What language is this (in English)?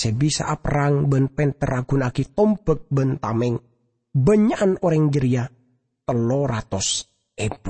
Madurese